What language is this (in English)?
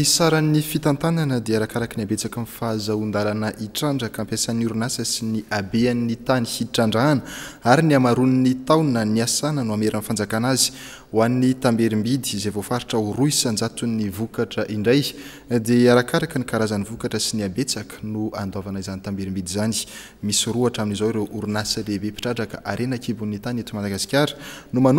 Malagasy